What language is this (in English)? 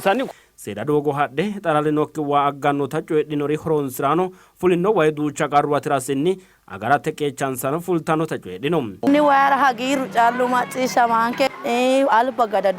Sidamo